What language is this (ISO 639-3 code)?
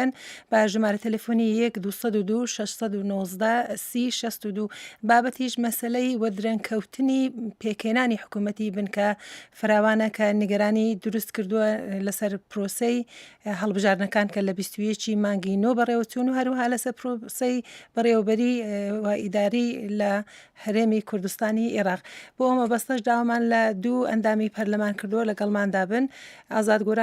ckb